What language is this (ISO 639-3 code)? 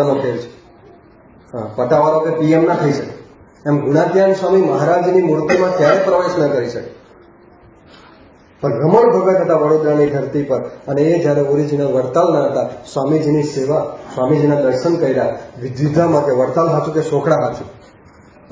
guj